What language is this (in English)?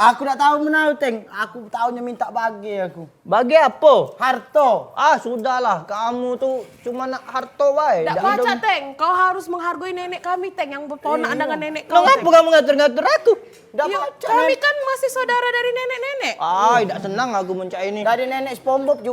Musi